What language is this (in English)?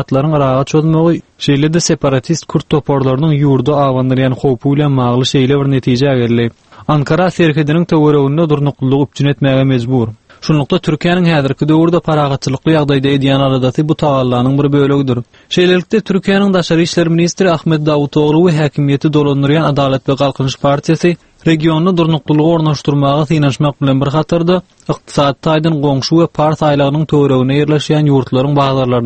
Turkmen